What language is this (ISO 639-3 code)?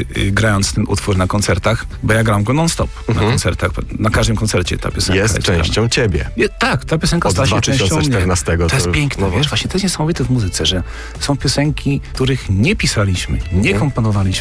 pol